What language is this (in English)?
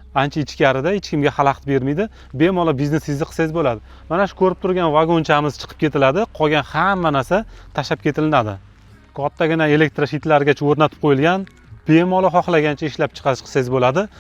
Uzbek